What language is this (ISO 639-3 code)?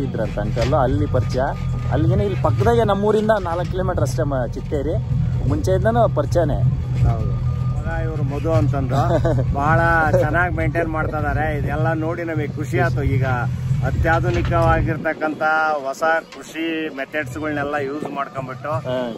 kan